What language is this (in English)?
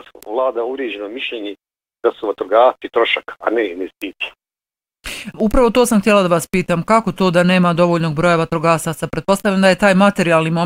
Bosnian